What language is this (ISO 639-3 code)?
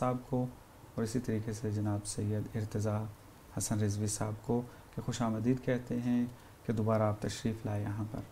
urd